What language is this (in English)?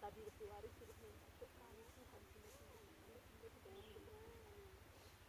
Batak Karo